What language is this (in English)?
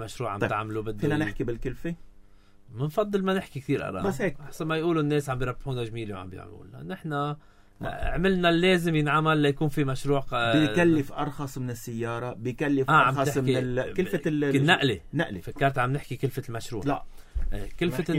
North Levantine Arabic